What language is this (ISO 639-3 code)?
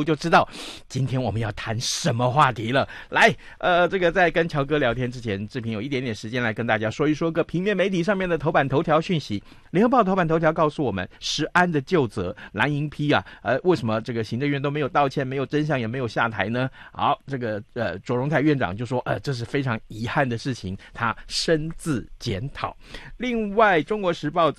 zho